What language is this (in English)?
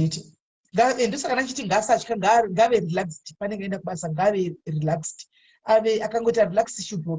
Shona